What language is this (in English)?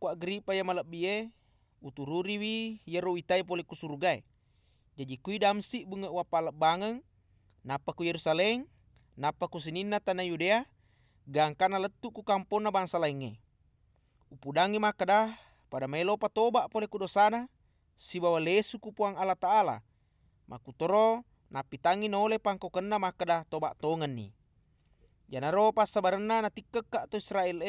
Buginese